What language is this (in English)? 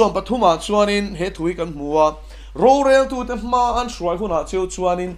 Mizo